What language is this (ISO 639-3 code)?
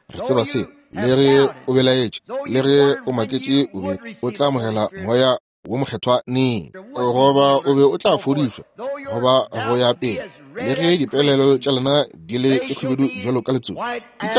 nso